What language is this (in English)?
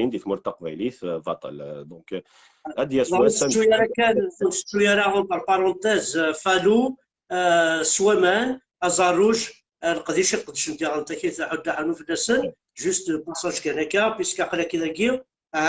Kabyle